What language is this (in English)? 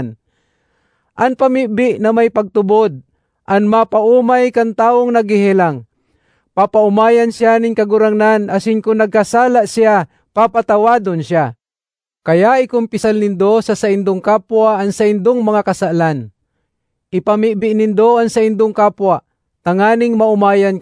Bikol